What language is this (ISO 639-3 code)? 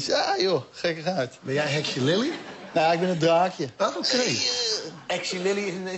nld